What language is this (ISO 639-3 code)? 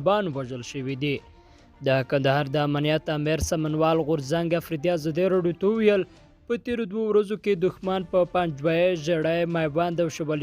pus